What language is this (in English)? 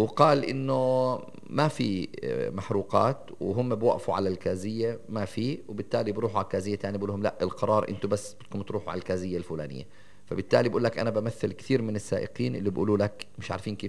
North Levantine Arabic